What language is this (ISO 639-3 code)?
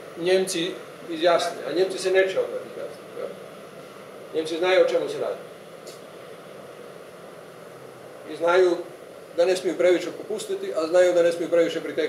hrv